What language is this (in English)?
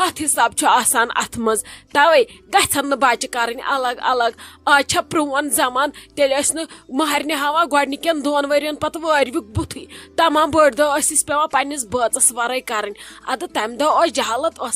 Kashmiri